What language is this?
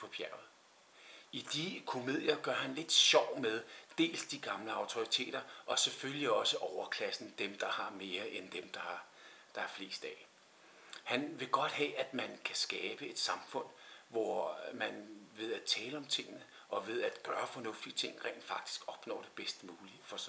Danish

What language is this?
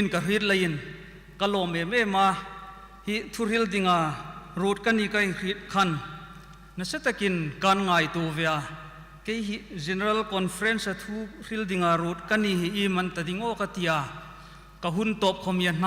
Hmar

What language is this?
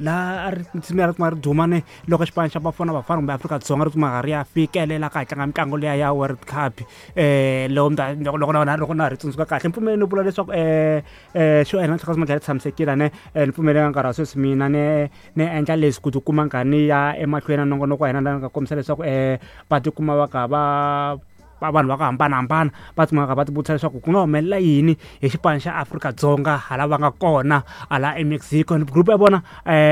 Tsonga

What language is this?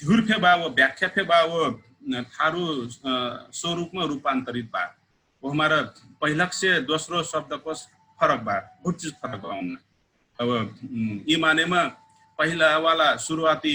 Dangaura Tharu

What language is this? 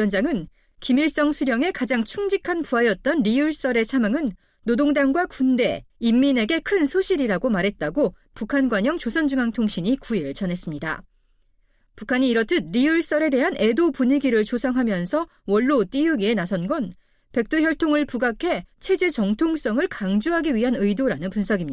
Korean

